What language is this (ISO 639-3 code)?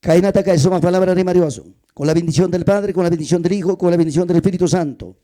quy